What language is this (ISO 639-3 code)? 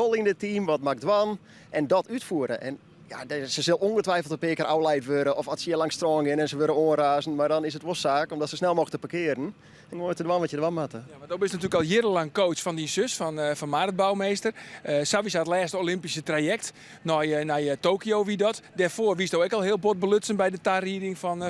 fry